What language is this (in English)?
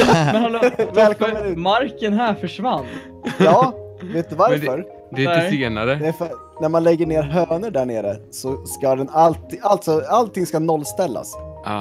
Swedish